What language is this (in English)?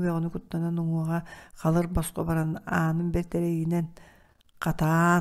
Yakut